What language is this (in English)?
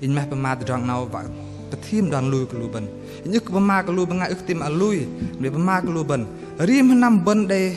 Bahnar